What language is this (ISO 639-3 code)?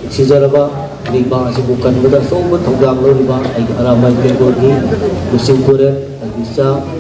mni